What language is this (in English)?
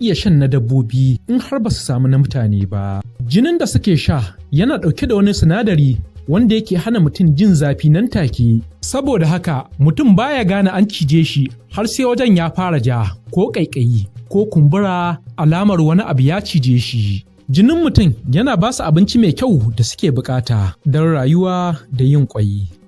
Hausa